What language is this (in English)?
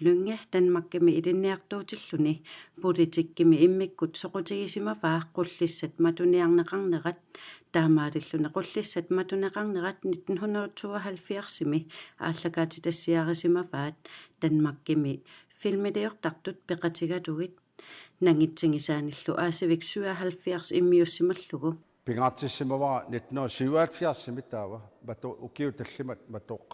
Kalaallisut